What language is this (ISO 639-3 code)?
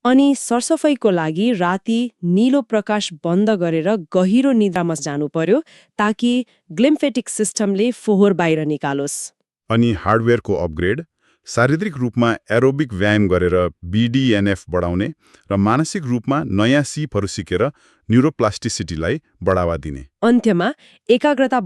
nep